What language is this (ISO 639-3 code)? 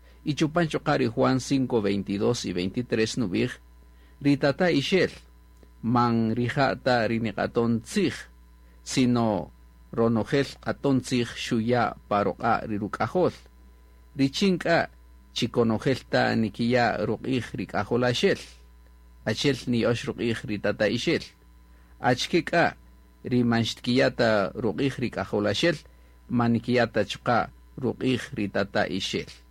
cak